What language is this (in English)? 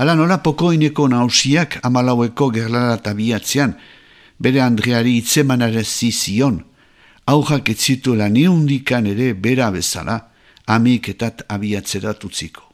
Basque